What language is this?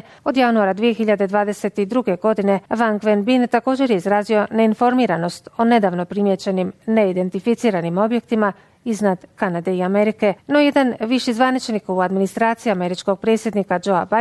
Bosnian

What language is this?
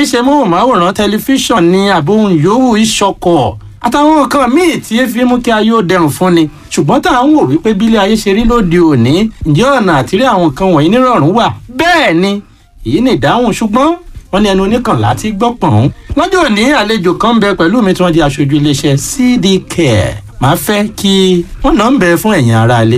Yoruba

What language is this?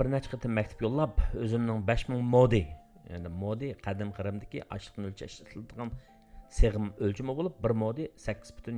Uyghur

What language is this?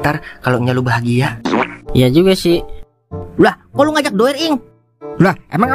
Betawi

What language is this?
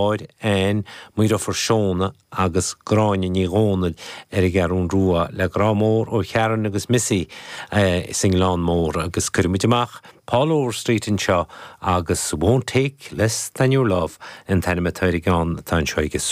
Irish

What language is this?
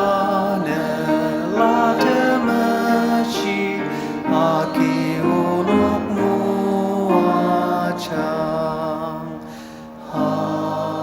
Ao Naga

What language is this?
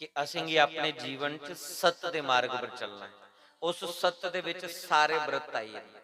Dogri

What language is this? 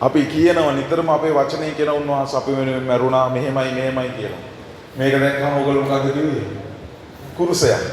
Sinhala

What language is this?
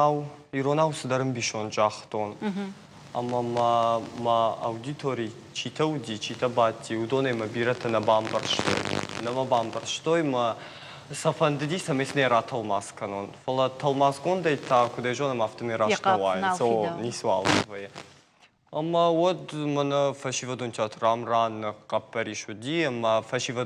Ossetic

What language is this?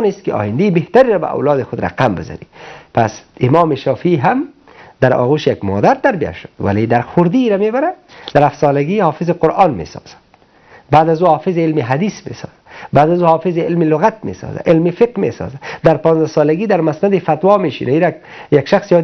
Persian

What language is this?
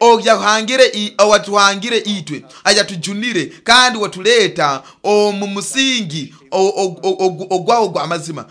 Nyoro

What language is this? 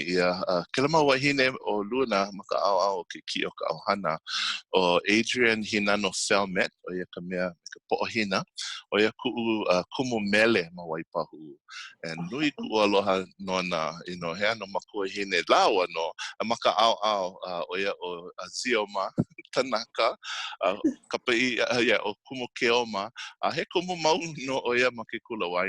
Hawaiian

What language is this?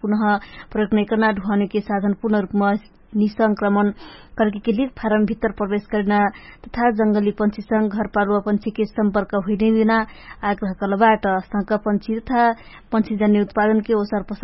Dangaura Tharu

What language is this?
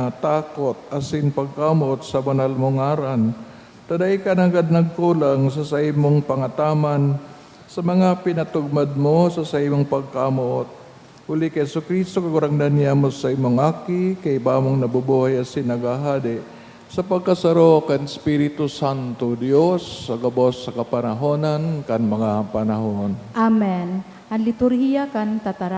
Bikol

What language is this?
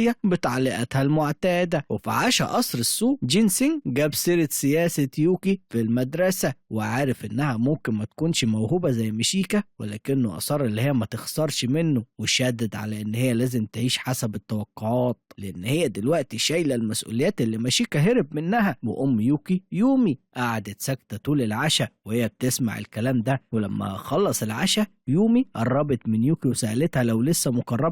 Egyptian Arabic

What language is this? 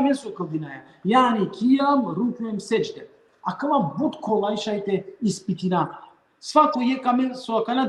Balkan Romani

